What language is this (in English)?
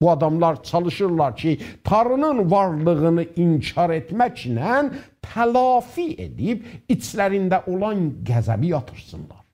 South Azerbaijani